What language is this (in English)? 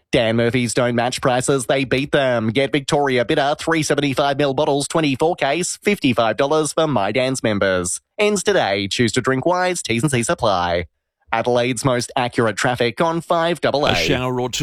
English